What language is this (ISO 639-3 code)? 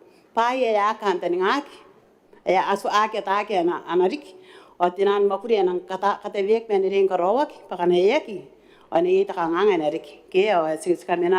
gil